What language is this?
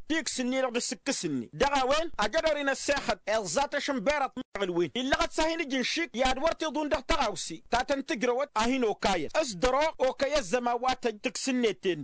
Tamasheq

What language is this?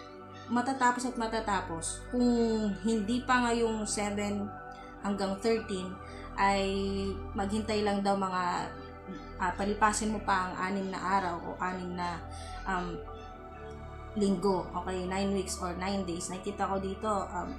Filipino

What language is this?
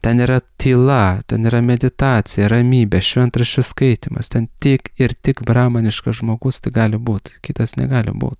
Lithuanian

